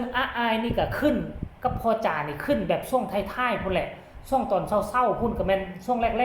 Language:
Northeastern Thai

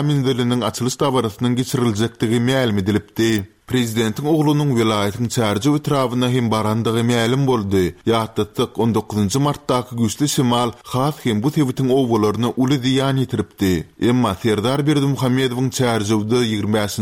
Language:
Turkmen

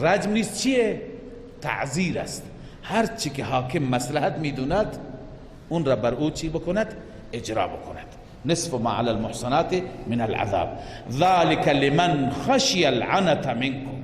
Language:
Persian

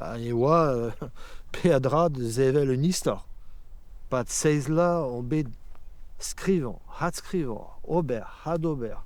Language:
Breton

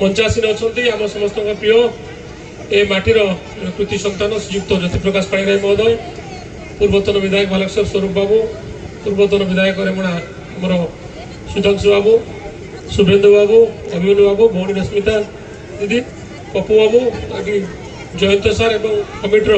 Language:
Odia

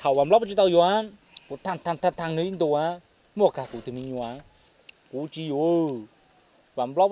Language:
Hmong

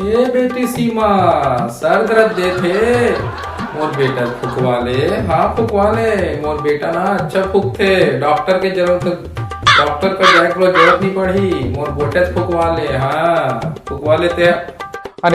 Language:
Chhattisgarhi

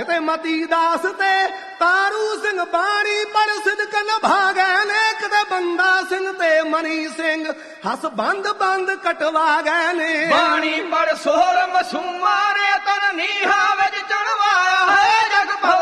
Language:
Punjabi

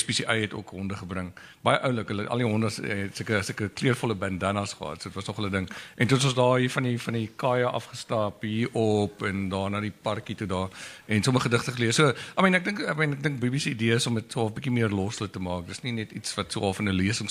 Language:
Afrikaans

